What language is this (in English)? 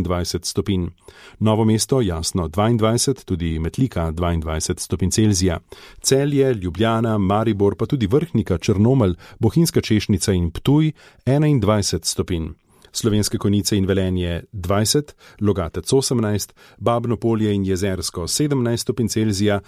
Slovenian